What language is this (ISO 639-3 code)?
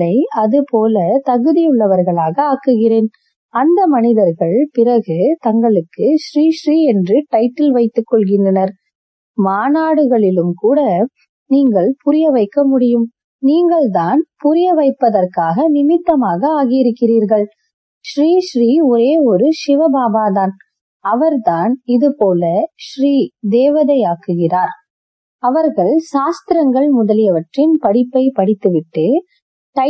tam